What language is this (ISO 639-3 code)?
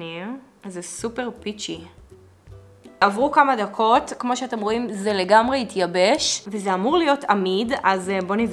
heb